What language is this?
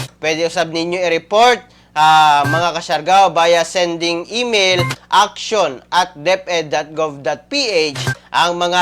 Cebuano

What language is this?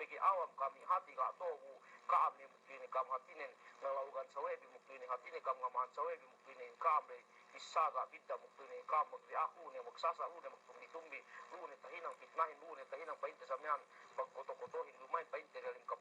Yakan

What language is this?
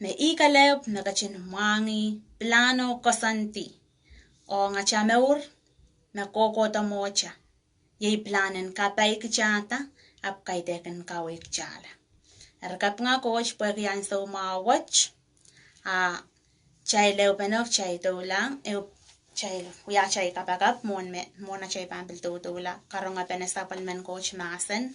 Pohnpeian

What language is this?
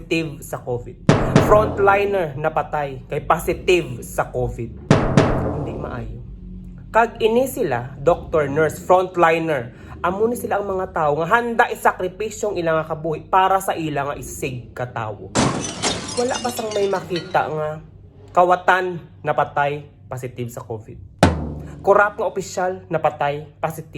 Hiligaynon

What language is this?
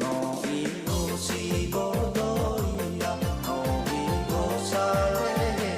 Nias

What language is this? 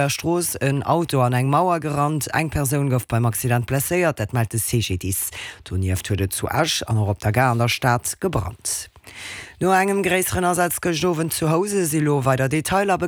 Luxembourgish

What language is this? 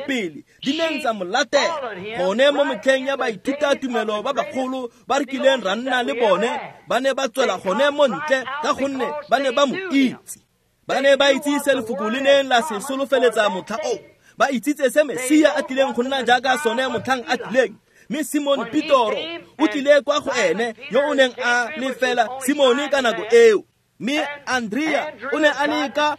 Tswana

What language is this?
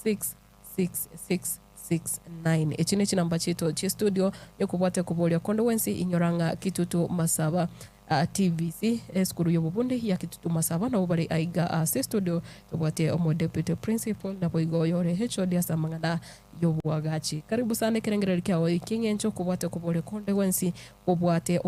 Gusii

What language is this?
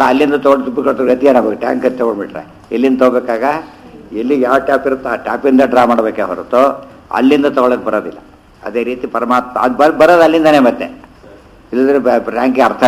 Kannada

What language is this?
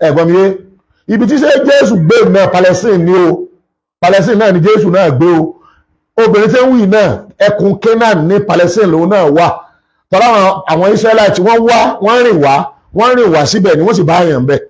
Yoruba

